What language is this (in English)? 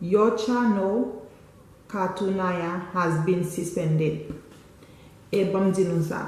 Haitian Creole